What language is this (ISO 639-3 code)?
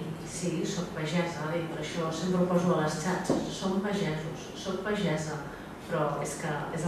cat